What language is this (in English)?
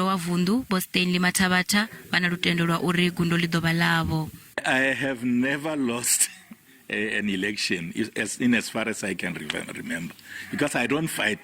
Venda